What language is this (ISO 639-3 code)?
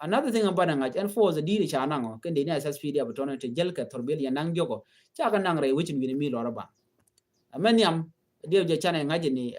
nus